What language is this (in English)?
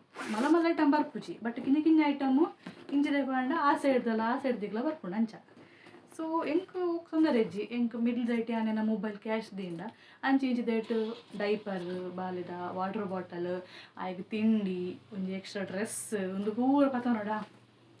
Tulu